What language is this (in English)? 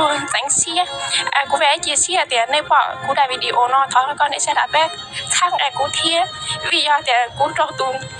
Hmong